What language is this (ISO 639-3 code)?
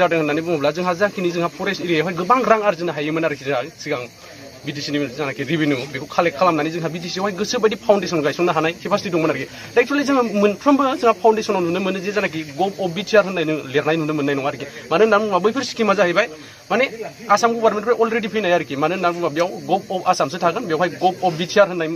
brx